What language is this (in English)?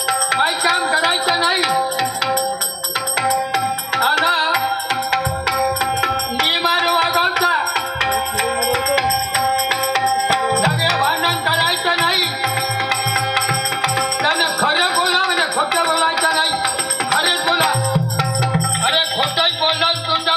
Marathi